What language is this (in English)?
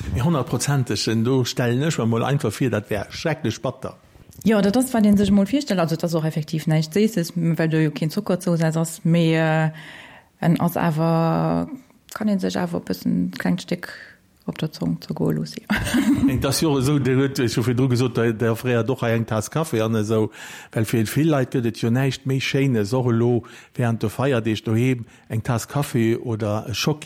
Luxembourgish